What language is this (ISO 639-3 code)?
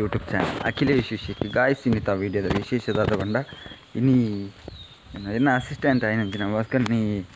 tcy